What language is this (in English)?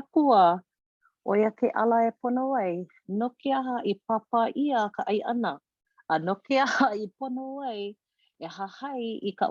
Hawaiian